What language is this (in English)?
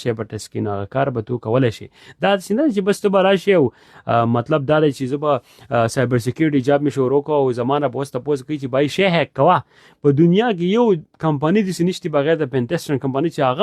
Pashto